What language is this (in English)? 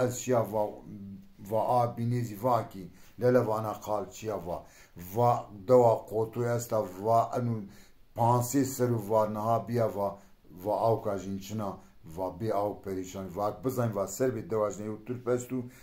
Zaza